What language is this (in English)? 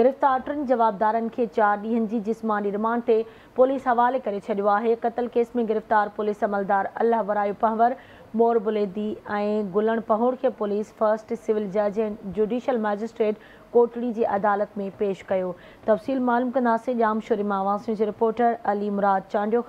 Sindhi